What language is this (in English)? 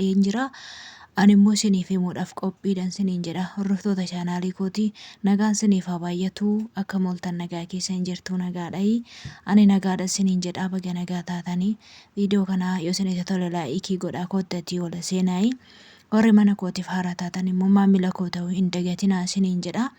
Oromo